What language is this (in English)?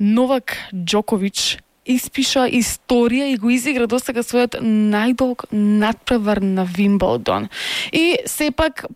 Macedonian